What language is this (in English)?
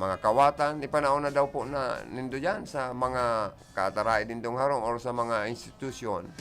Bikol